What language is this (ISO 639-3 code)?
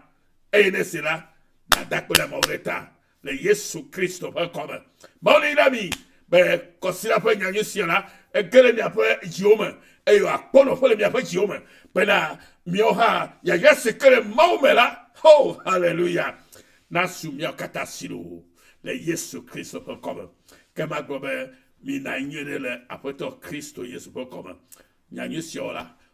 ewe